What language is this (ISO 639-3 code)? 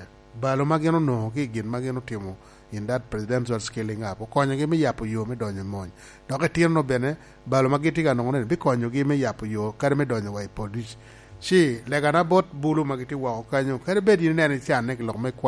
laj